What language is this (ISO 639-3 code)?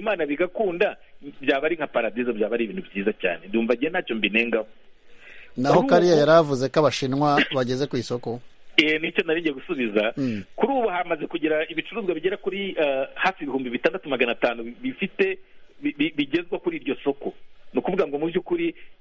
kin